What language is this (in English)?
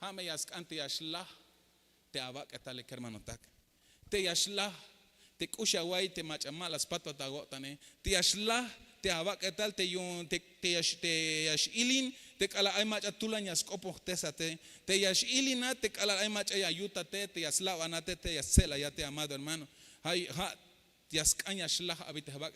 Tzeltal